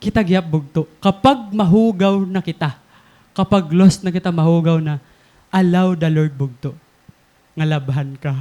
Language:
Waray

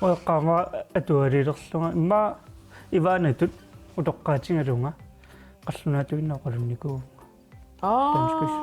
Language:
Kalaallisut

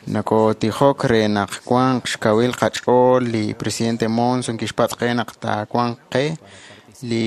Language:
Kekchí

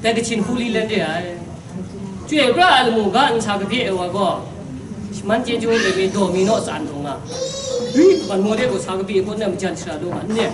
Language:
Kachin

